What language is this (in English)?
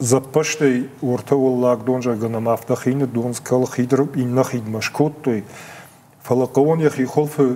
Ossetic